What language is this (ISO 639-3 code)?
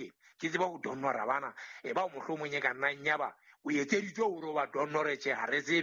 sot